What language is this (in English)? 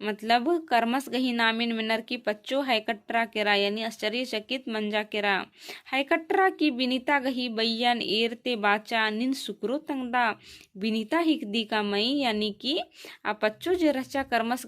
Kurukh